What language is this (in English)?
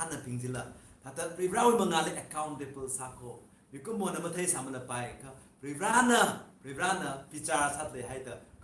Tangkhul Naga (India)